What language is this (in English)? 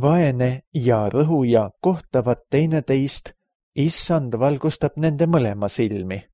Estonian